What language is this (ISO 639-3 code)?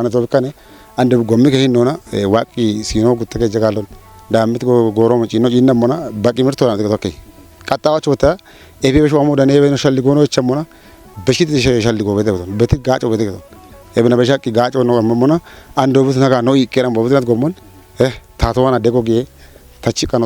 kbr